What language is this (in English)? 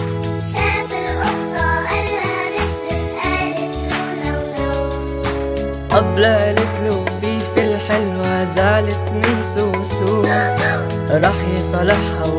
Egyptian Arabic